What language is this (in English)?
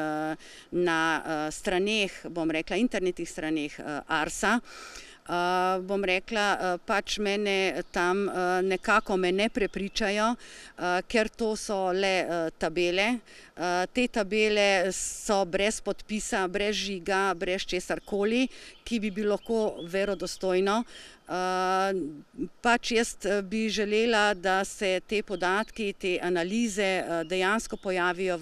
Slovenian